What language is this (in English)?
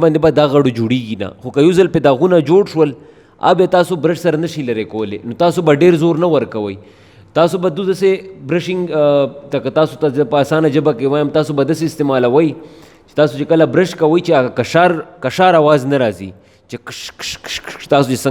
Pashto